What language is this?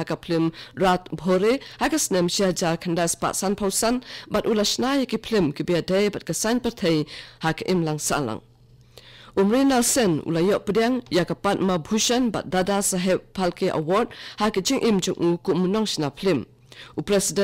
Khasi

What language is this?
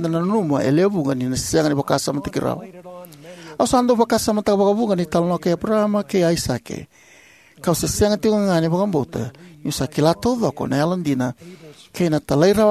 Fijian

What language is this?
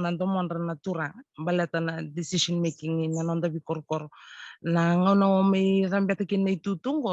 Fijian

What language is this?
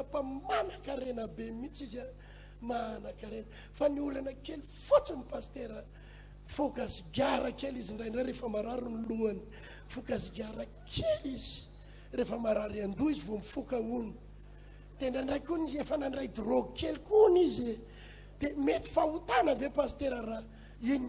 Malagasy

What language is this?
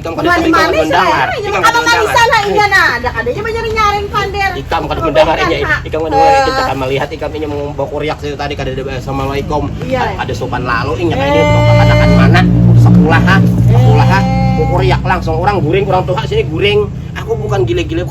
Banjar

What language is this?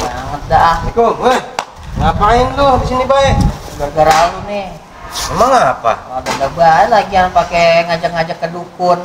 Betawi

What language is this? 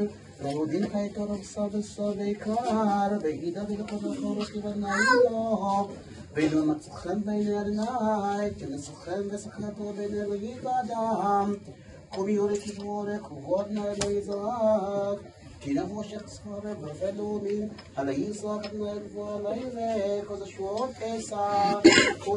Hebrew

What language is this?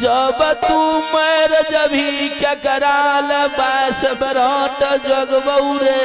Maithili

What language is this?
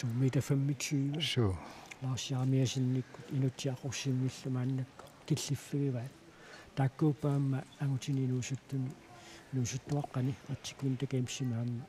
Kalaallisut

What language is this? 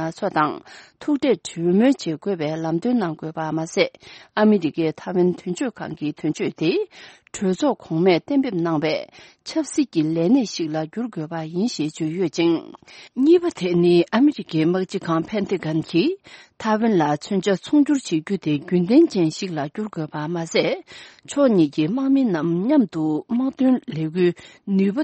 Tibetan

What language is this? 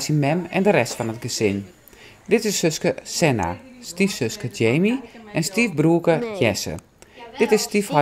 Western Frisian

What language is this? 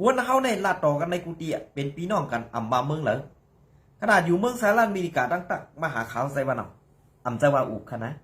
Shan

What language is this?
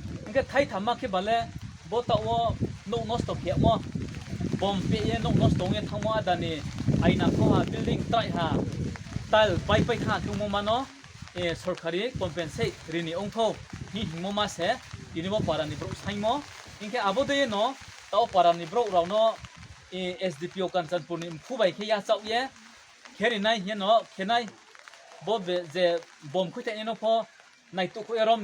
Riang (India)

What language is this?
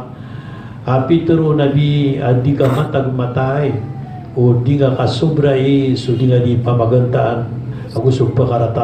Maranao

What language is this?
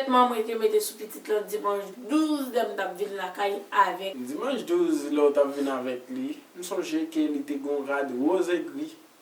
Haitian Creole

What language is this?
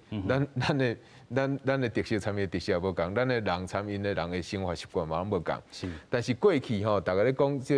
Min Nan Chinese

